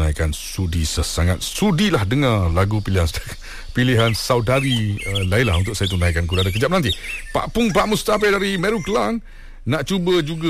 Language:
Malay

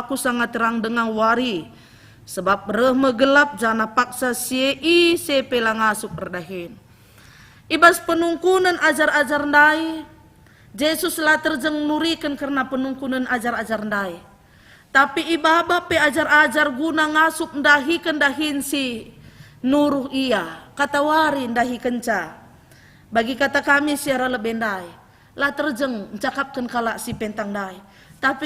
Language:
Batak Karo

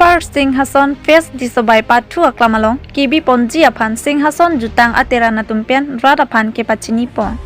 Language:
Karbi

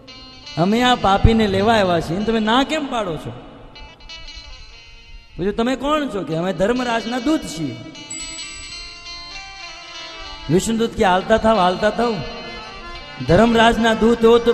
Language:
Gujarati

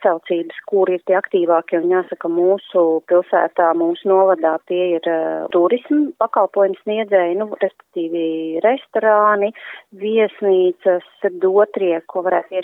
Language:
Latvian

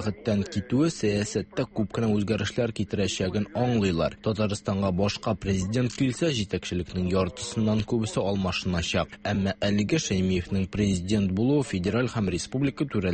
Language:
Tatar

